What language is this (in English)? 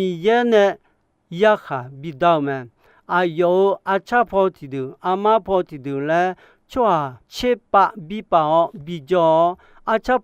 Akha